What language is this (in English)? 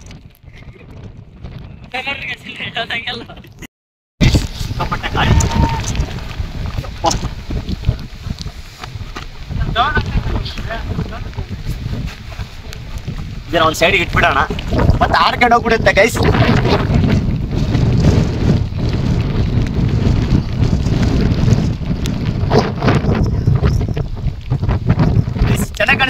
Kannada